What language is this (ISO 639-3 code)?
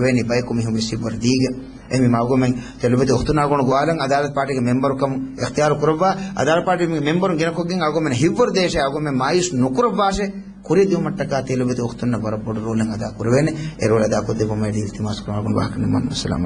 div